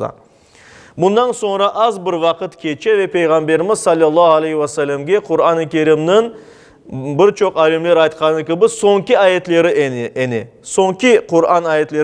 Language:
Crimean Tatar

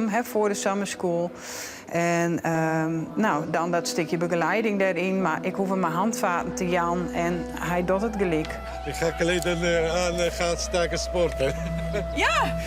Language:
Western Frisian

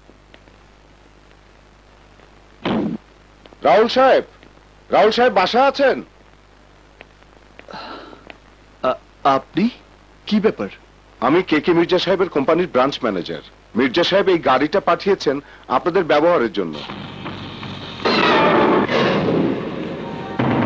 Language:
Bangla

